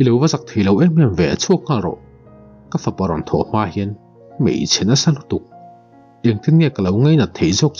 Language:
Mizo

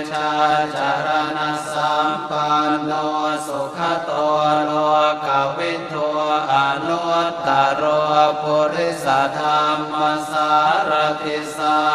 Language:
Pali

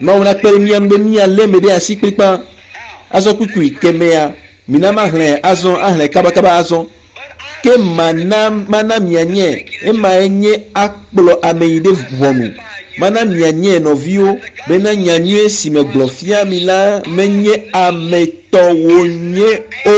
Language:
Ewe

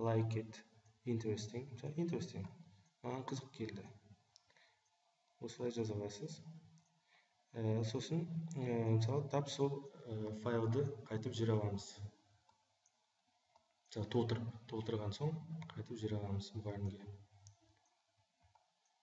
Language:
Kazakh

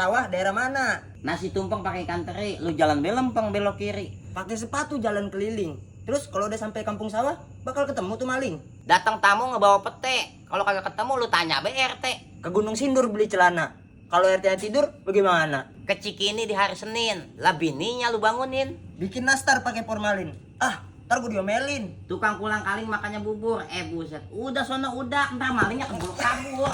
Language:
Betawi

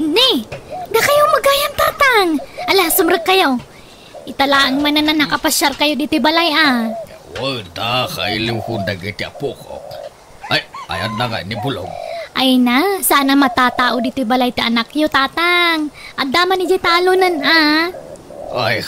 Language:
Iloko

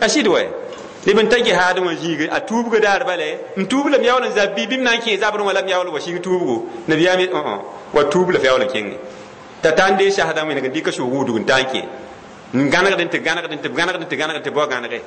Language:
Mossi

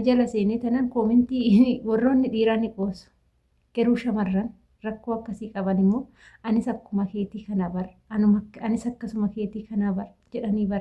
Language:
Oromo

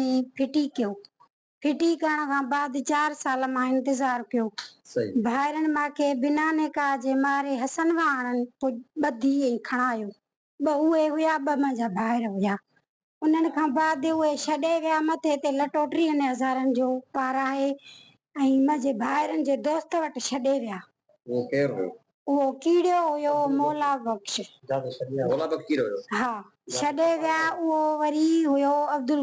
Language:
Sindhi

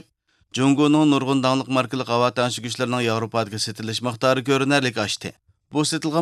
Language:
Uyghur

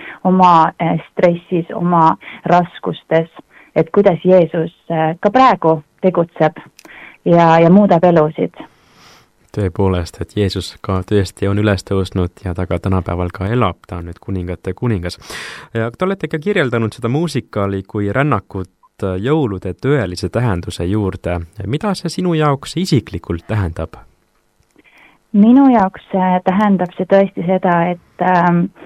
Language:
Estonian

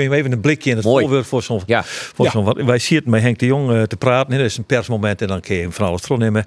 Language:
Western Frisian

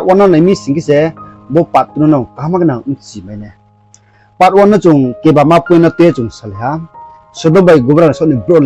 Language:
Riang (India)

